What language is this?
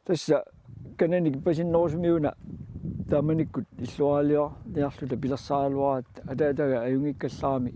Kalaallisut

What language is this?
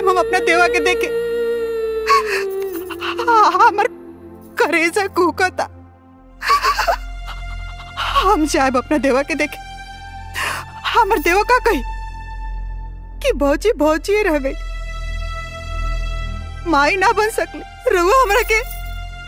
Bhojpuri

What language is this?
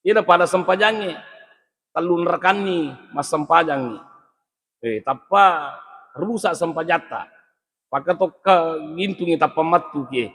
Buginese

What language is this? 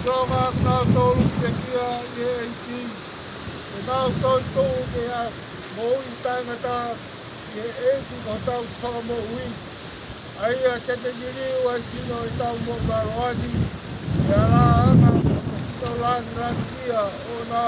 Tongan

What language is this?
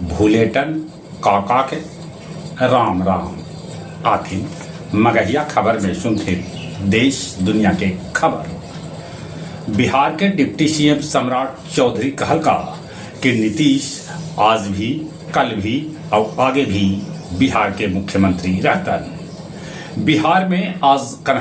Magahi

